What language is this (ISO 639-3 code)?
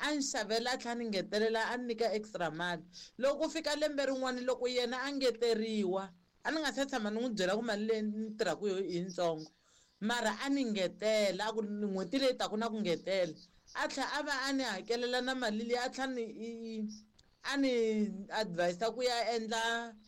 tso